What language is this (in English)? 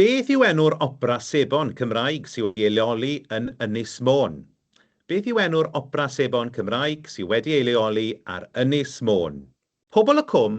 Welsh